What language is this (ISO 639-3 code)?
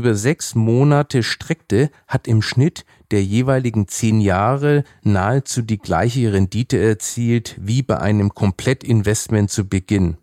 deu